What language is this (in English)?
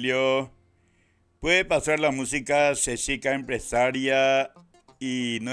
Guarani